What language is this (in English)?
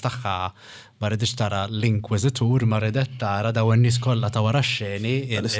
Maltese